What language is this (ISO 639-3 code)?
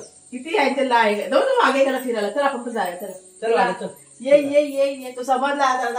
mar